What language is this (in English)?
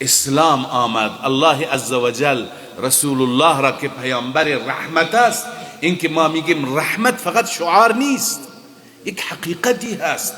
Persian